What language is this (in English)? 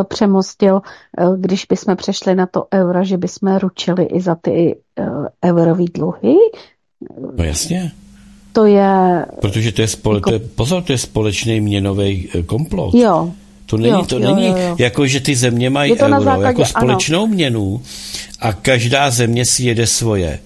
Czech